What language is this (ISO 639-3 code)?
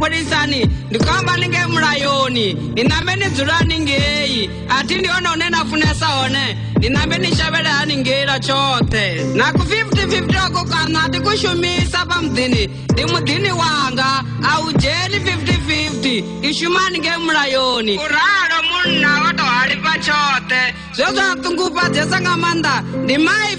ven